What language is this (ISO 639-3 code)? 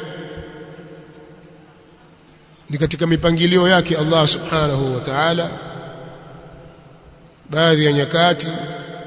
swa